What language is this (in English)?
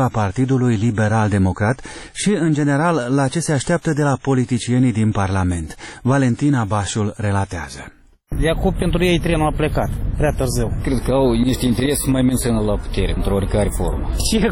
Romanian